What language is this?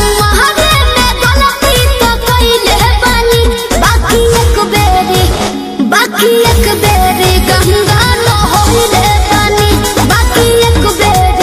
Bhojpuri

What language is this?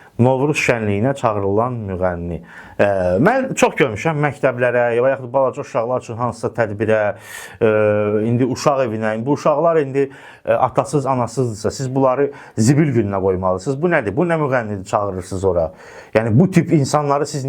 Azerbaijani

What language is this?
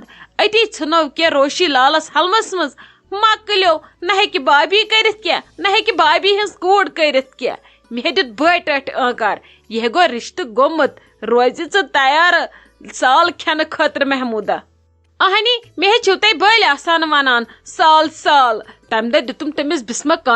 Kashmiri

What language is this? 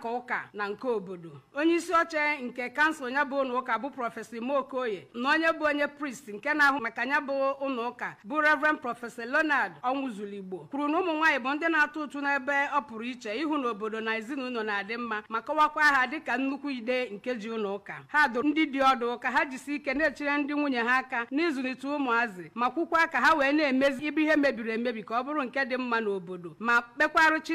Igbo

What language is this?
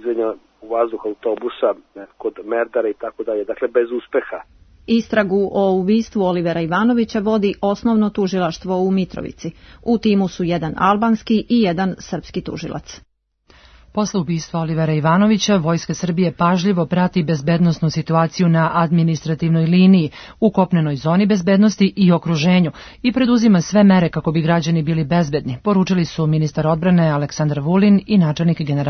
Serbian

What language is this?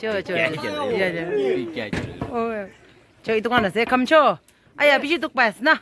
Naga Pidgin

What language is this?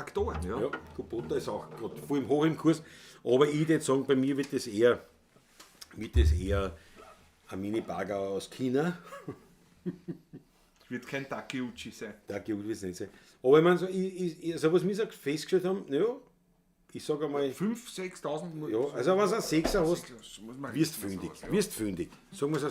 Bavarian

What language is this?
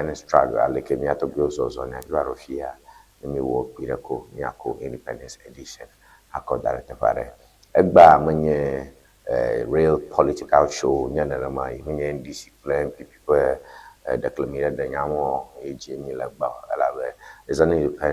Ewe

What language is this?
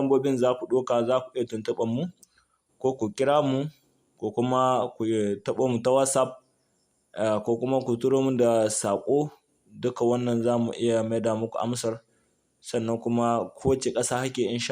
Hausa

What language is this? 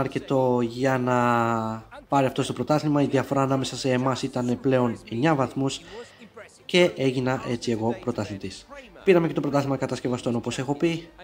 Greek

